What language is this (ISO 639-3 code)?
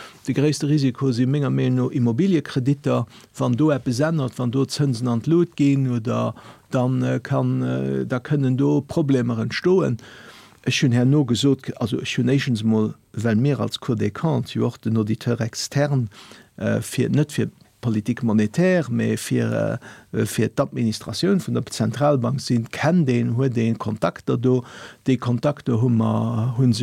ltz